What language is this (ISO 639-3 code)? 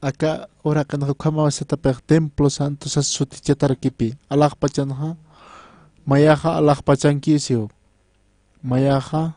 aym